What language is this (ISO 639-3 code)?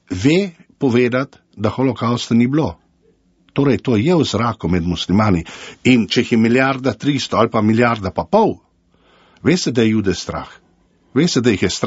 slv